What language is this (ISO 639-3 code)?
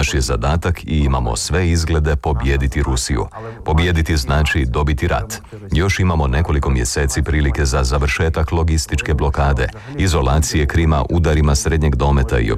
hrv